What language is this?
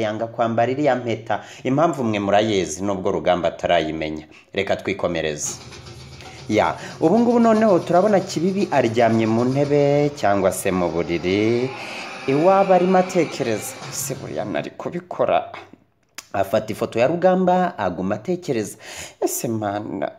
Kinyarwanda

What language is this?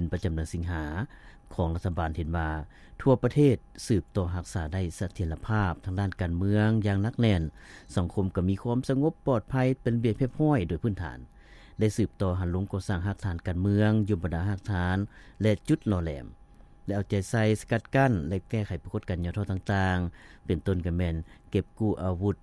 Lao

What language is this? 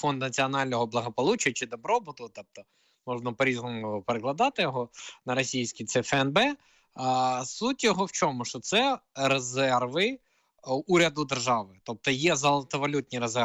Ukrainian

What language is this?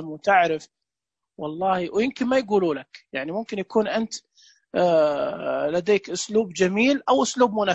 Najdi Arabic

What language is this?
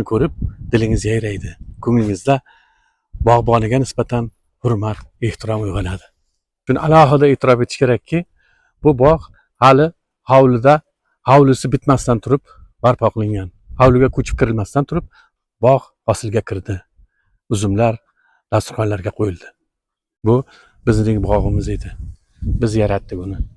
Uzbek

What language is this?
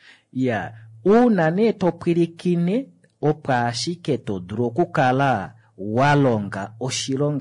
Kuanyama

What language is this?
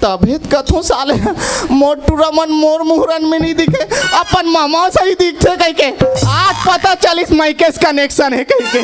Chhattisgarhi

